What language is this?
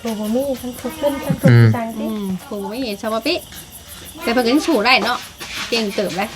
Northeastern Thai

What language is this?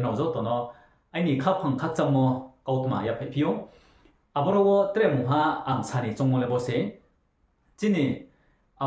Riang (India)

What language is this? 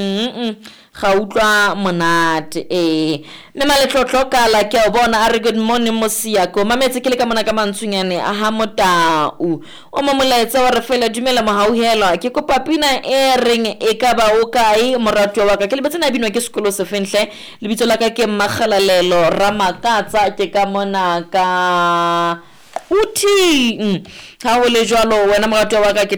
Southern Sotho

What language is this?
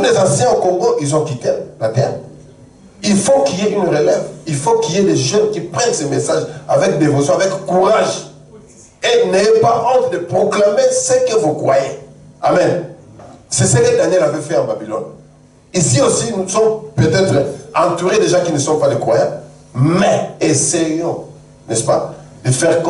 French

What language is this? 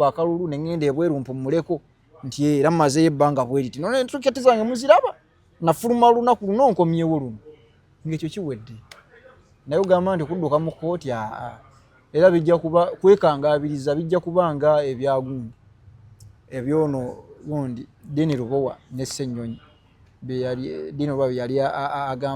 Ganda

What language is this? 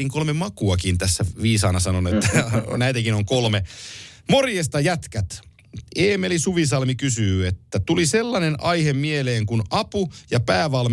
Finnish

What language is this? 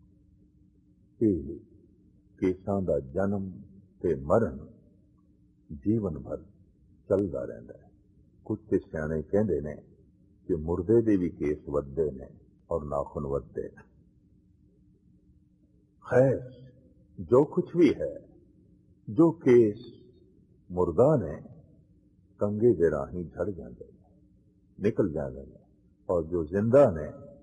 Punjabi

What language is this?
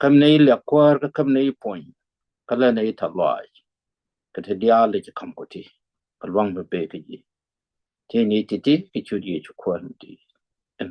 Nuer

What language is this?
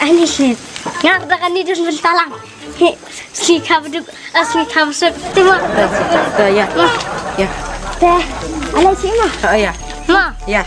Khasi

